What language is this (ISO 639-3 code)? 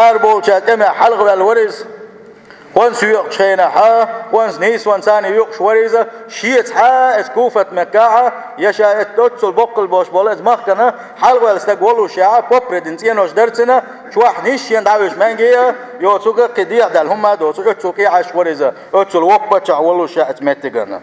che